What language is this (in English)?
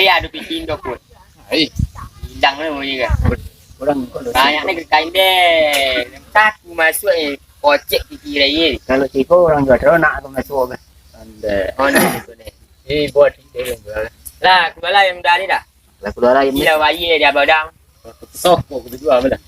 Minangkabau